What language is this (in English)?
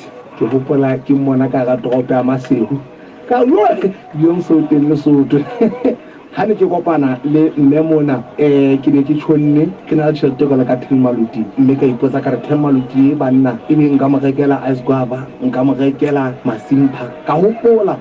Southern Sotho